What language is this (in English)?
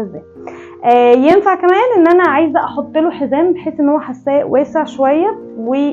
Egyptian Arabic